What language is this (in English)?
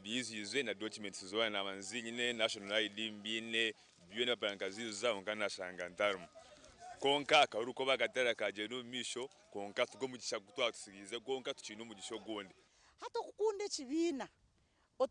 Nyankole